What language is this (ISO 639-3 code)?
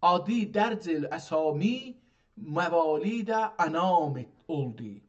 azb